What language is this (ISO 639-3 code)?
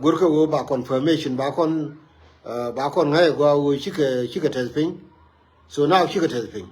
nus